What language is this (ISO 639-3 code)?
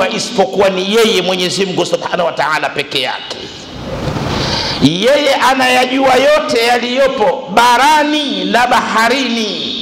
swa